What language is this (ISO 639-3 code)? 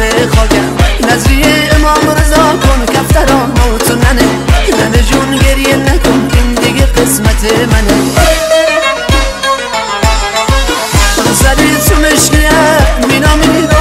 fas